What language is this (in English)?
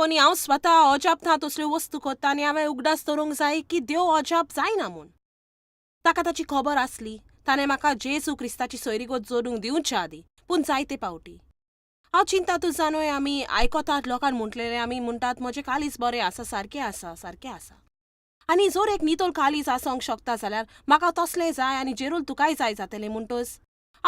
Konkani